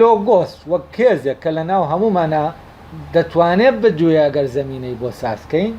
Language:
Central Kurdish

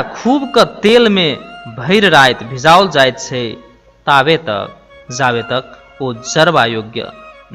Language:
Maithili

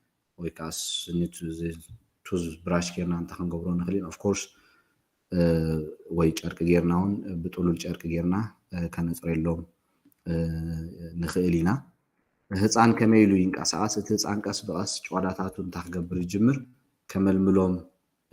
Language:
Tigrinya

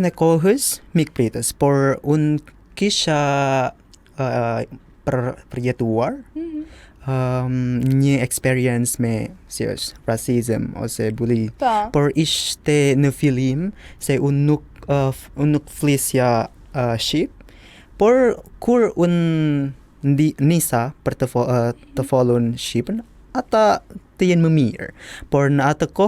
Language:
Albanian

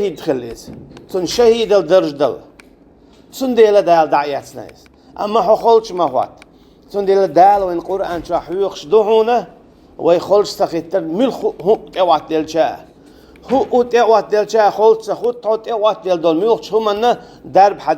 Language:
Chechen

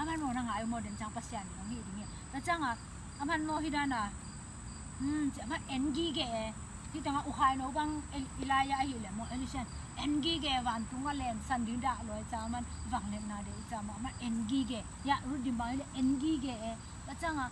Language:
Tedim Chin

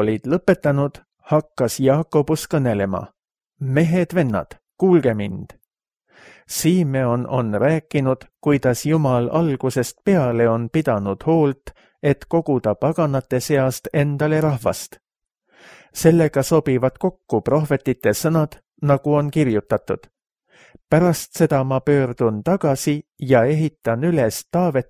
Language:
Estonian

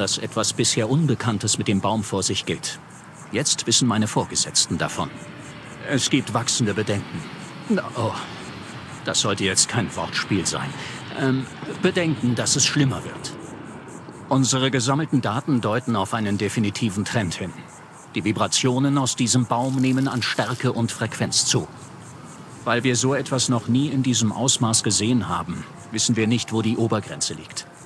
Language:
German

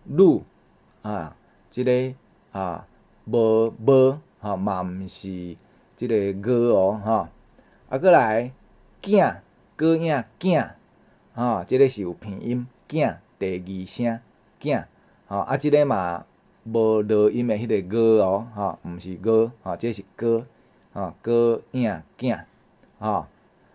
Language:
Min Nan Chinese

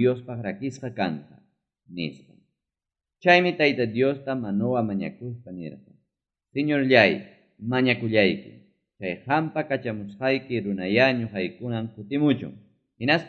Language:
Ayacucho Quechua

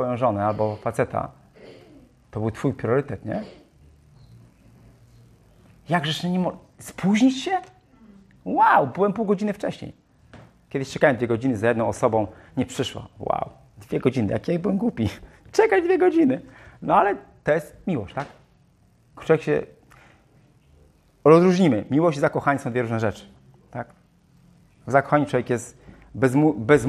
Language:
Polish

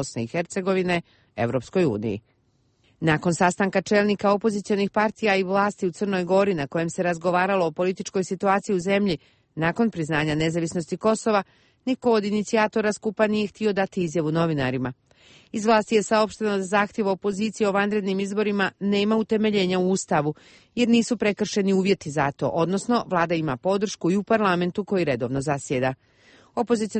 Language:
Bosnian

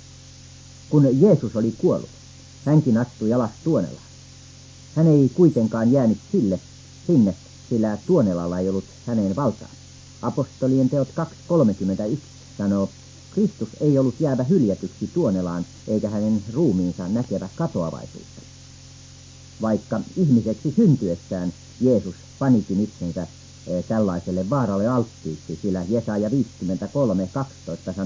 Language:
Finnish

